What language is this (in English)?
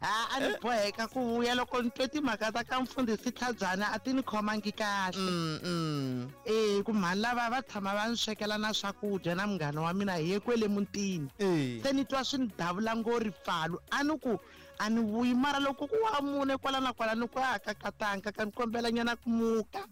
Tsonga